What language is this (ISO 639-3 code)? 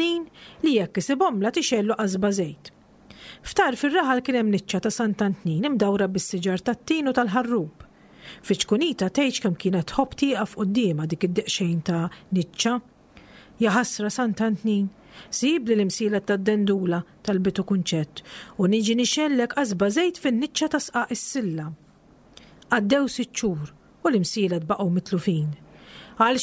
mlt